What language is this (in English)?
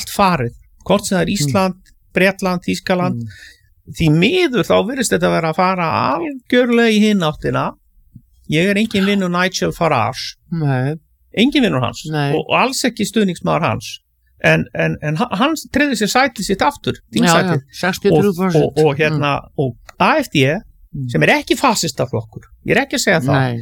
Icelandic